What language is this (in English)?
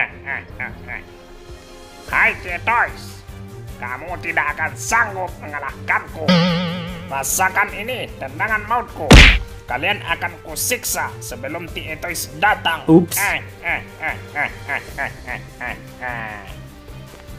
Indonesian